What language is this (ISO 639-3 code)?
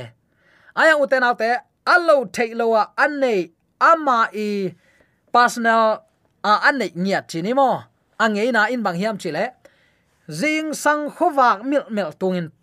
ctd